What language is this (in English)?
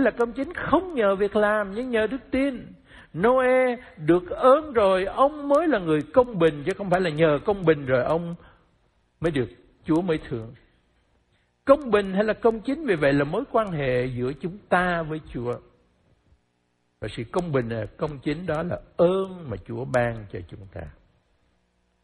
Vietnamese